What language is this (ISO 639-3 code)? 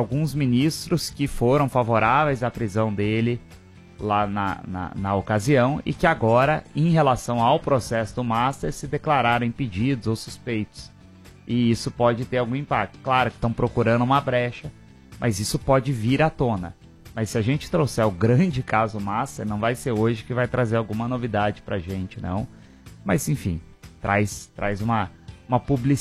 por